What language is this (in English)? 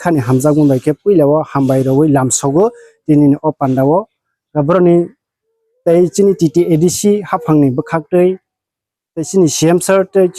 Kok Borok